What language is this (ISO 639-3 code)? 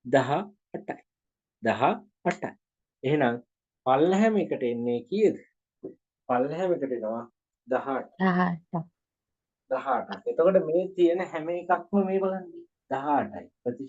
sin